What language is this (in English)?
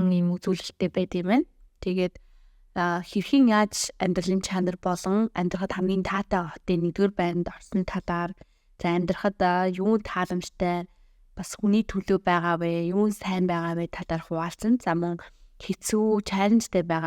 Mongolian